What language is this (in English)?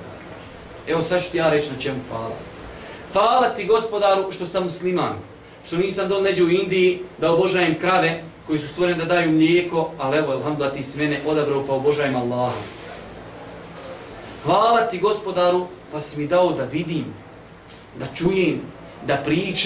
Bosnian